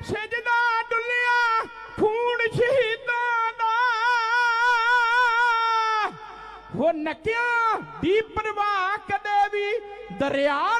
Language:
Punjabi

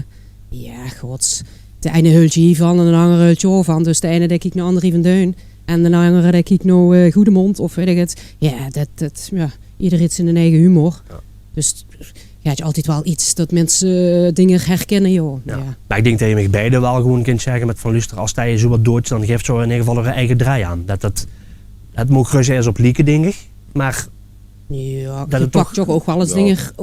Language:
Limburgish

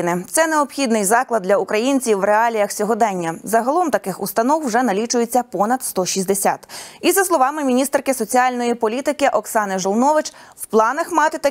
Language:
Ukrainian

